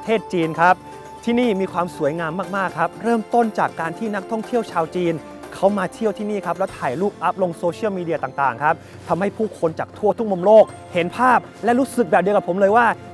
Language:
Thai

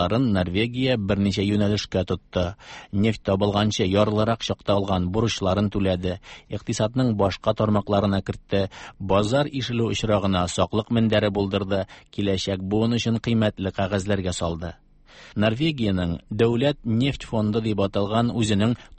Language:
Tatar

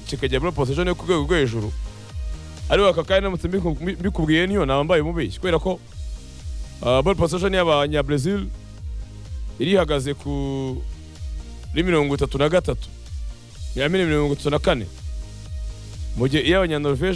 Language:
Kinyarwanda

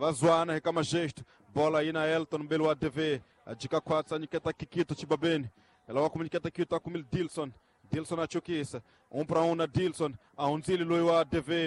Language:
Tsonga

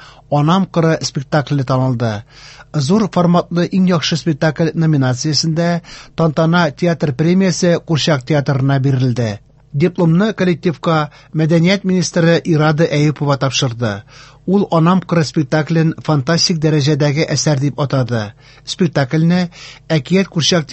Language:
Tatar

